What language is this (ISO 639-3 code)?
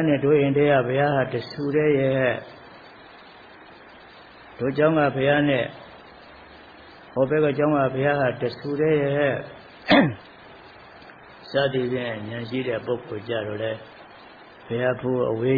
mya